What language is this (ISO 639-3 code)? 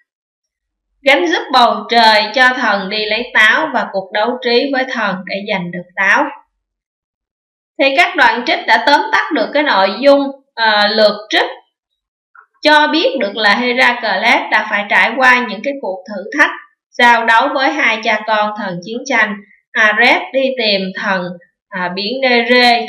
vie